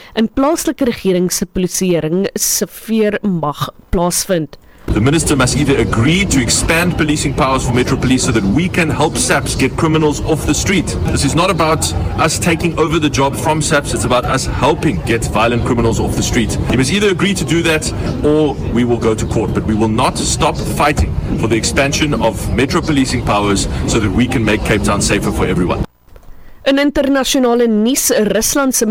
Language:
Afrikaans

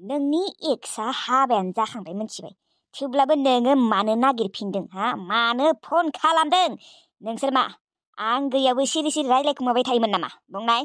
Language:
Bodo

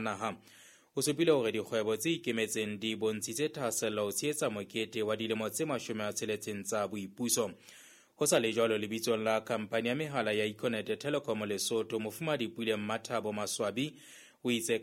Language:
Southern Sotho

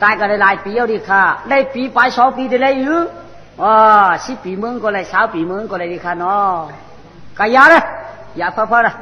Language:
Shan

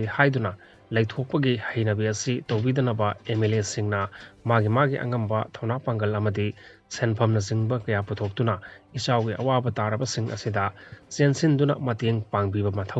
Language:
Manipuri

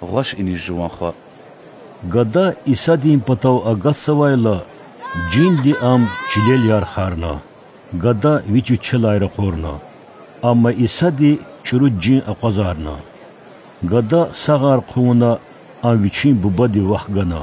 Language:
Lezghian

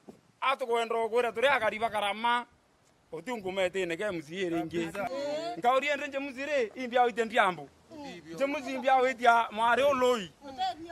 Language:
Meru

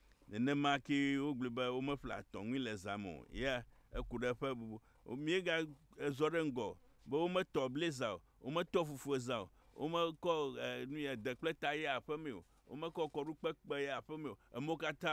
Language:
Ewe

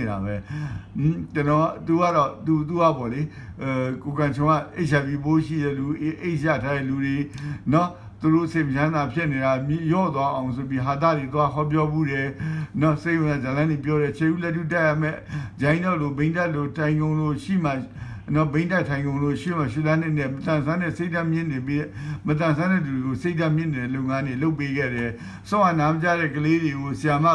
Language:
Burmese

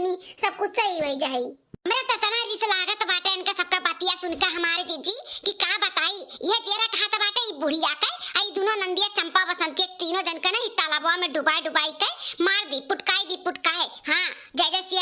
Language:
Awadhi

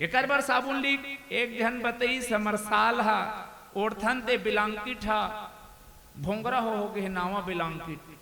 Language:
Chhattisgarhi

